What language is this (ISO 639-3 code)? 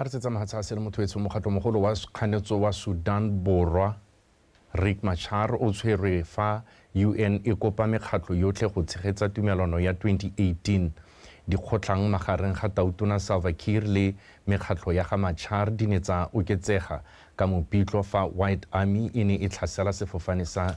tsn